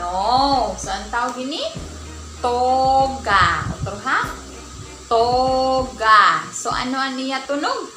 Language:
Waray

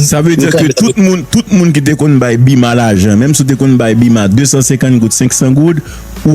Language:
Haitian Creole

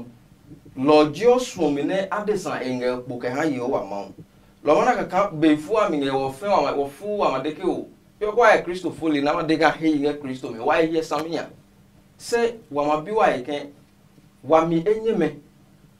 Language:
Adangme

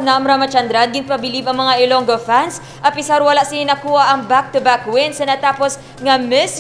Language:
Hiligaynon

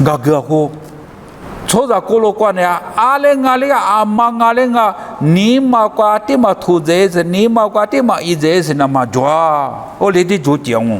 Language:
Lisu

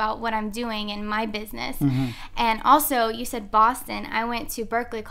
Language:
English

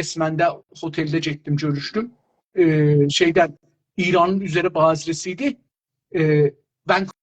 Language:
South Azerbaijani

